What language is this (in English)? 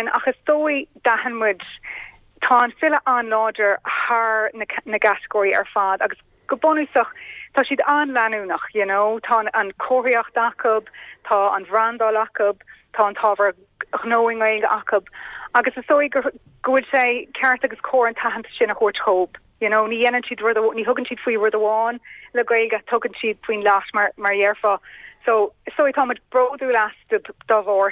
Irish